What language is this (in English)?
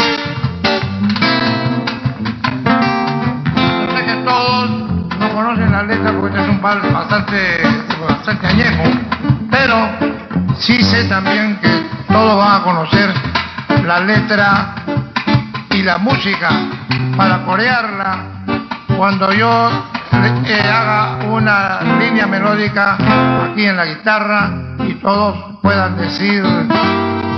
Spanish